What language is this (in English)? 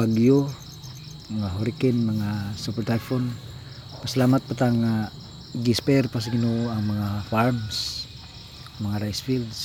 Cebuano